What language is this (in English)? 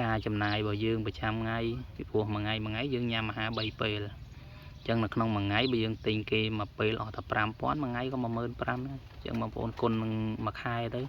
Khmer